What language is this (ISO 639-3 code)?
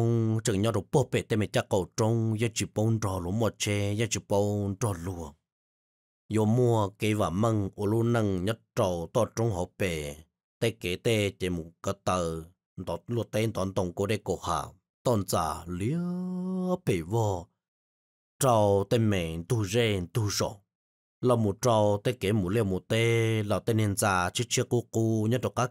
vie